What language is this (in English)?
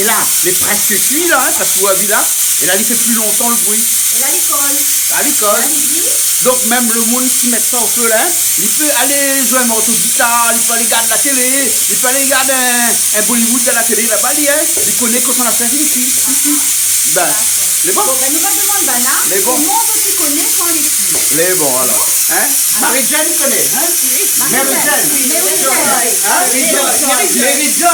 Réunion Creole French